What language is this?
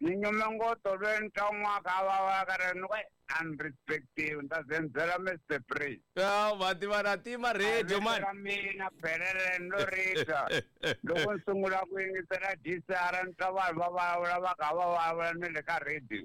Tsonga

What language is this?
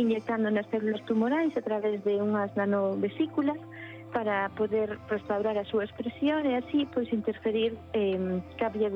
Galician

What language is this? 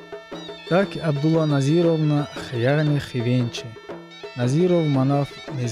Tsakhur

